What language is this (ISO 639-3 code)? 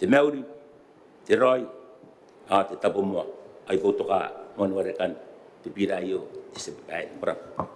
gil